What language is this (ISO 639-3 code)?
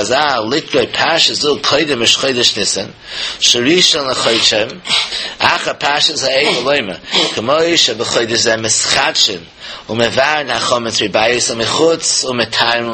yid